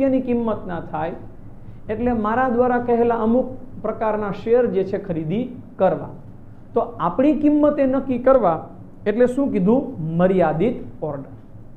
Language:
Gujarati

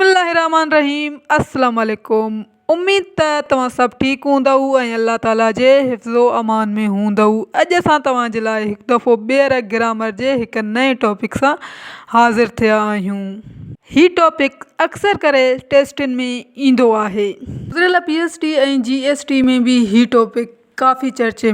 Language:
Sindhi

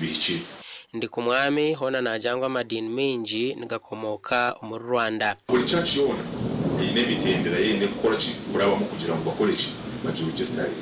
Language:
Nyankole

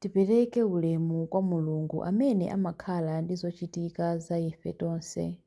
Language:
Nyanja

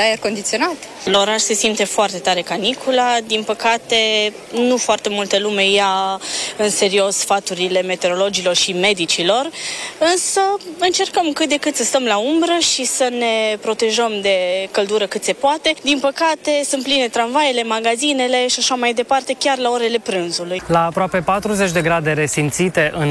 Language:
Romanian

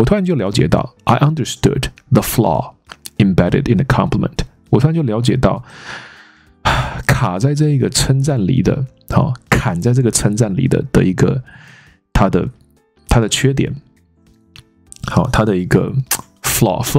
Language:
Chinese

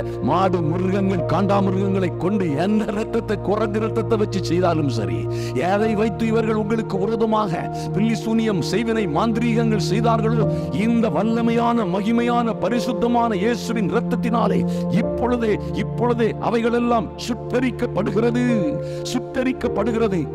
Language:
Tamil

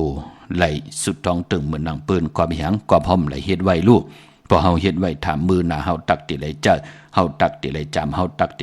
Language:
Shan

